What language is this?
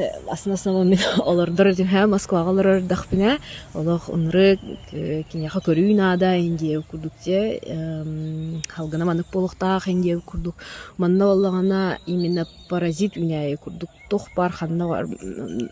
Yakut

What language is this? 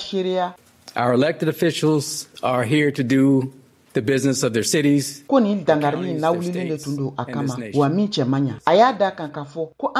Bambara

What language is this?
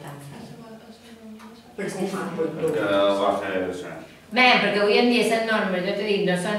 Catalan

